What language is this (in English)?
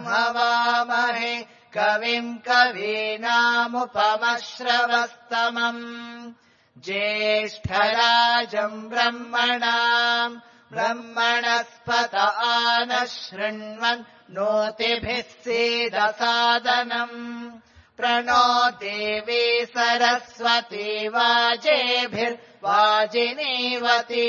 Sanskrit